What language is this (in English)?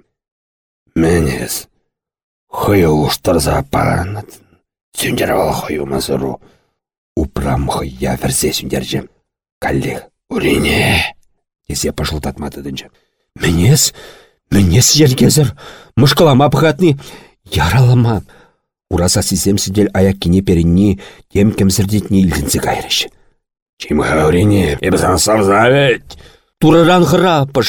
Chuvash